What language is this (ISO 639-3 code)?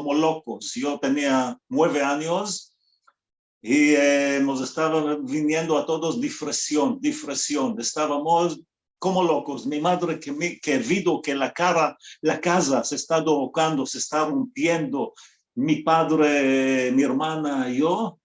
lad